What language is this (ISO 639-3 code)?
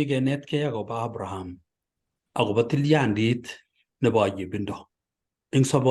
kln